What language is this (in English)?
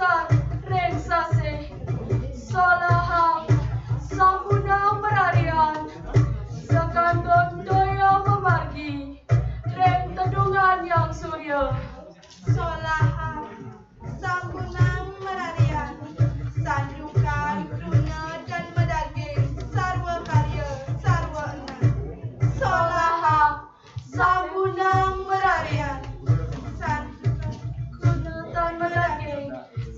Balinese